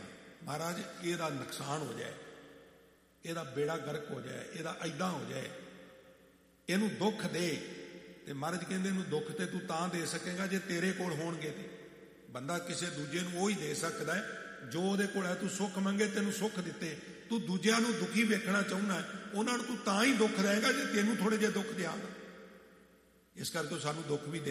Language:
Punjabi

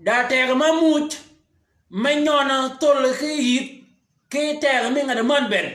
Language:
Shilluk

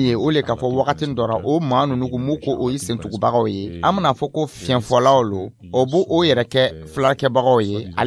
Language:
Dyula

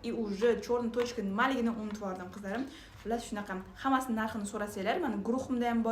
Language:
Uzbek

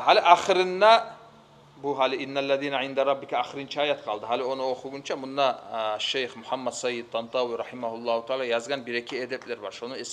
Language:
Kumyk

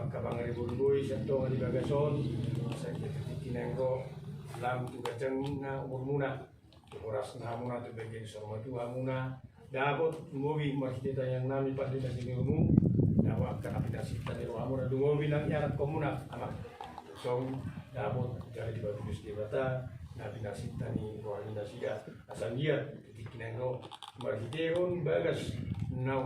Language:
Batak Toba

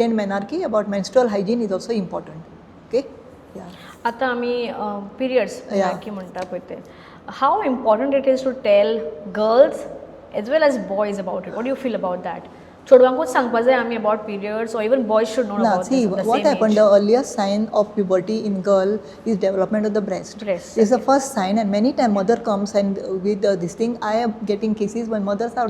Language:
Konkani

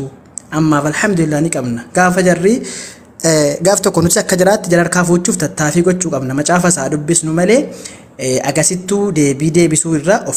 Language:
Oromo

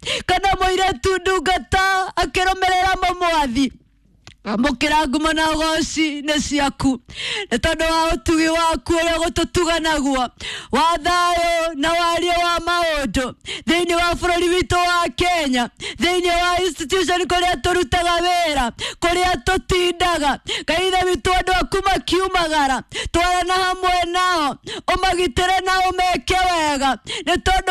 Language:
Kikuyu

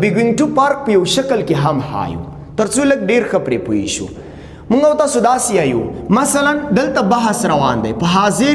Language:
Pashto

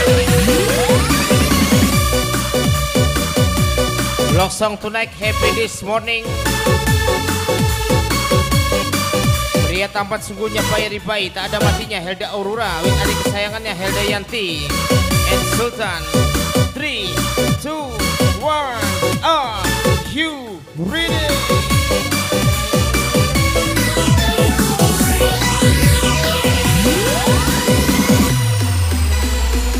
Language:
Indonesian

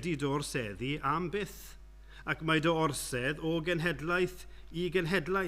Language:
Welsh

